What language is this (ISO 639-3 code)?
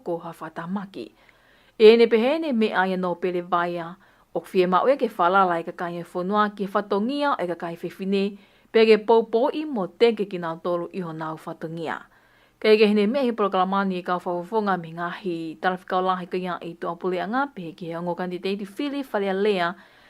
ton